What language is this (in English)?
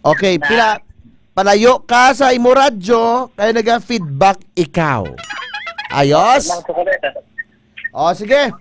Hiligaynon